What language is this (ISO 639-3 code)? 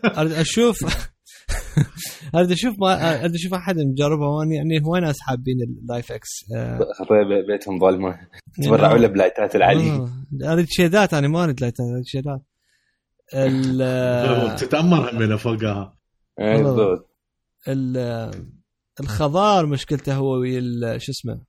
acm